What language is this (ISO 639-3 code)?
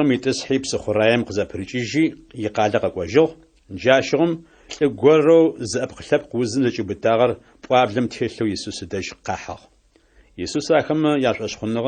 ady